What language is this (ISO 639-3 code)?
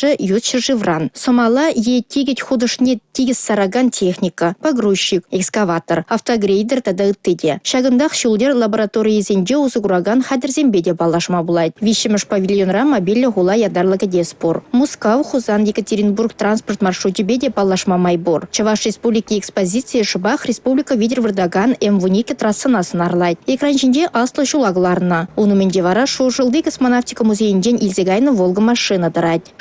chv